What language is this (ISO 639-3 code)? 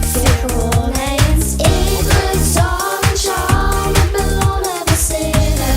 lim